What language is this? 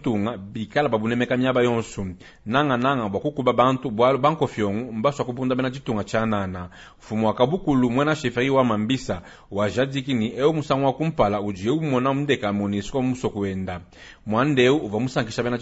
Luba-Lulua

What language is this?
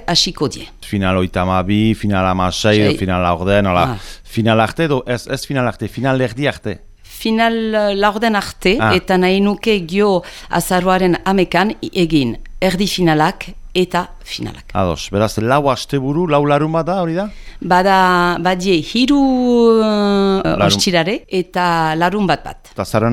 Basque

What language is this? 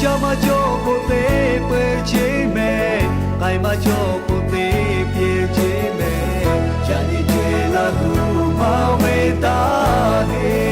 Lahu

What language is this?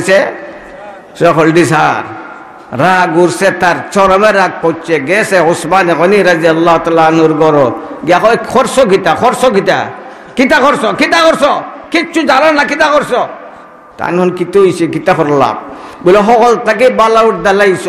Sylheti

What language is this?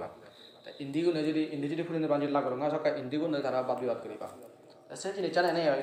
Assamese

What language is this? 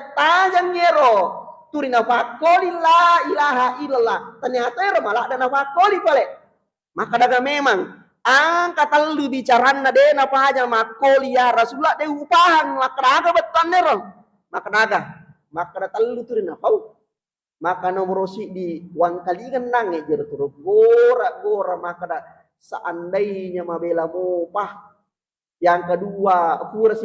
Buginese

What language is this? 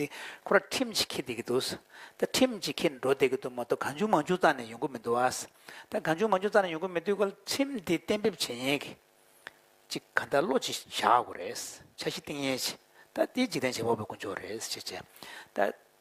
Tibetan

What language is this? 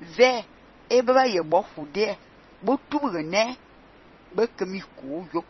Fang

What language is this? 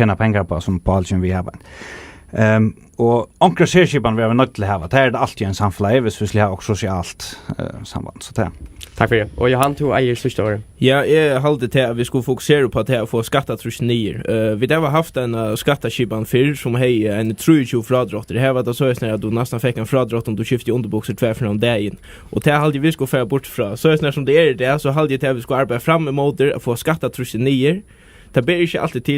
Faroese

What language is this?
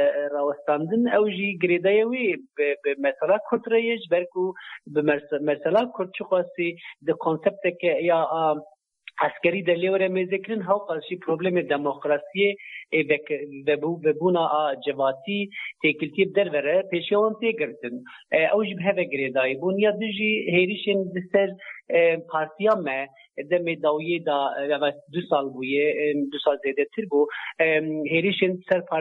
Kurdish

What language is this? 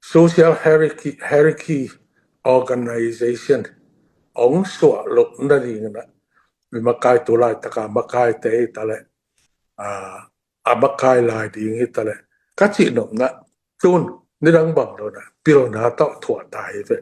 Tedim Chin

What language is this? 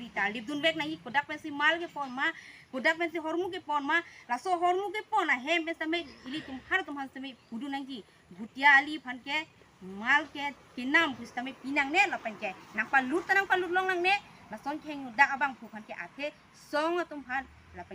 Karbi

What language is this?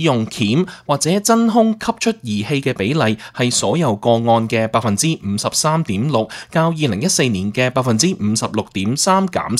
Cantonese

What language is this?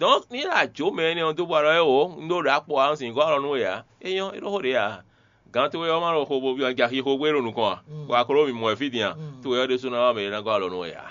Fon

